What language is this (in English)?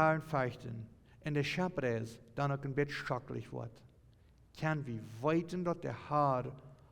Plautdietsch